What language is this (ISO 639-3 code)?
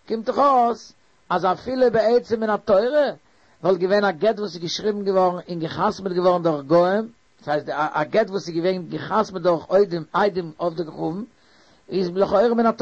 yid